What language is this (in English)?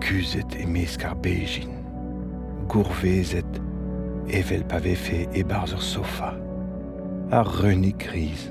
Breton